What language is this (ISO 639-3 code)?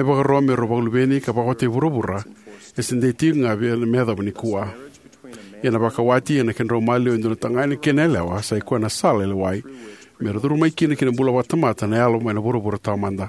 fij